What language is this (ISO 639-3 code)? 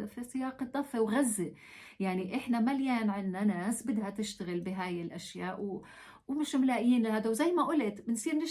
apc